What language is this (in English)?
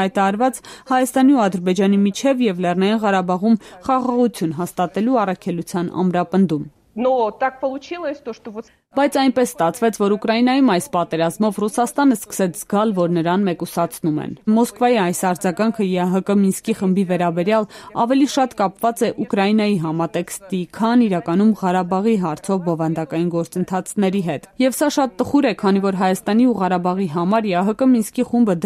Armenian